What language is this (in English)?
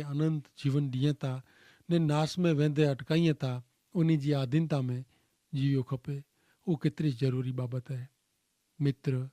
Kachhi